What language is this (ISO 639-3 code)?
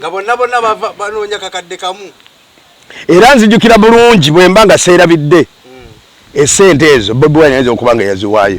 lug